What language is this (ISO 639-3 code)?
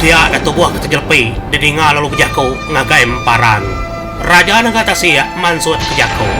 iba